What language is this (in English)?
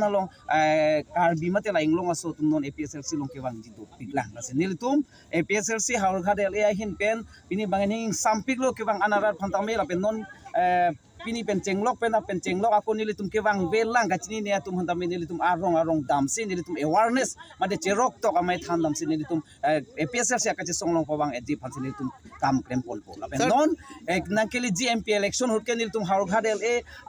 Karbi